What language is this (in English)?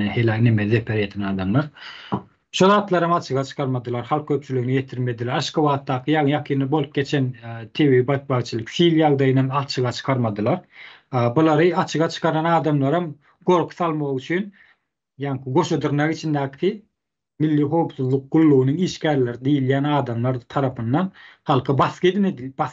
Turkmen